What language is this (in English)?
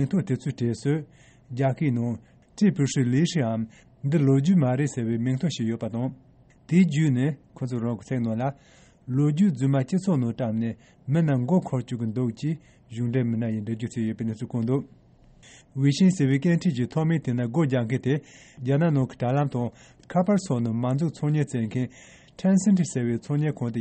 Tibetan